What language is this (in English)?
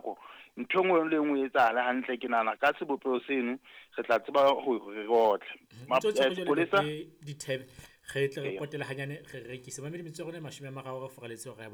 Southern Sotho